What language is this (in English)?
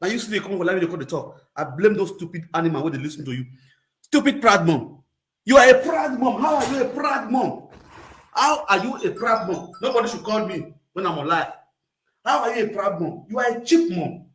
Nigerian Pidgin